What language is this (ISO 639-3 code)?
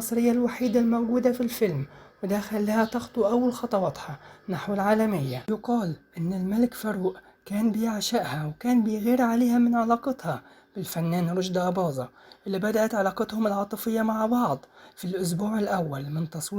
arz